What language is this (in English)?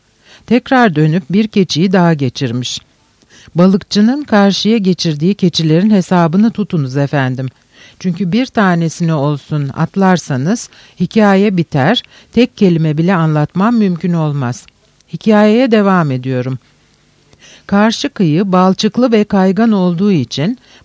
Turkish